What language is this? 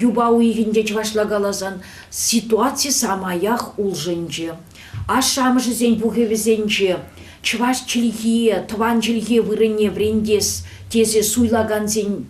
Chuvash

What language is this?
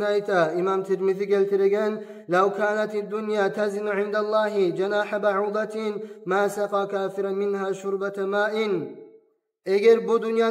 Kumyk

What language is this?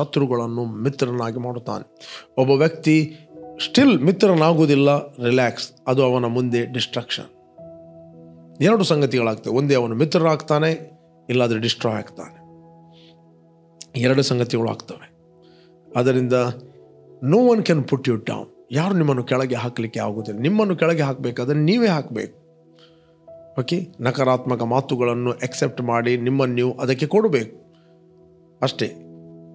Kannada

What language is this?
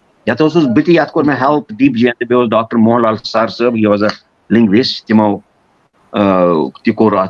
Kashmiri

